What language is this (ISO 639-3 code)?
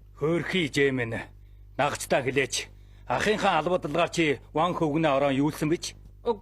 mon